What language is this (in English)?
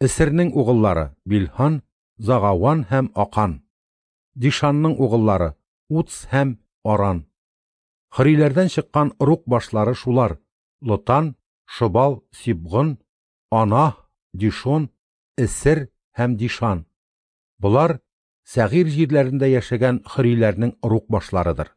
Tatar